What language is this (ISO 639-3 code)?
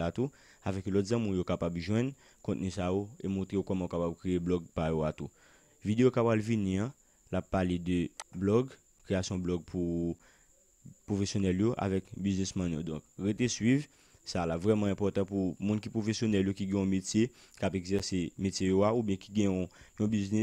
hat